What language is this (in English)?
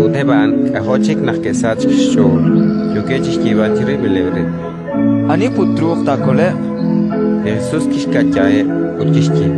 Kekchí